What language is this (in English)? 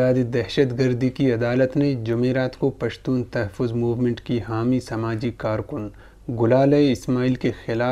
Urdu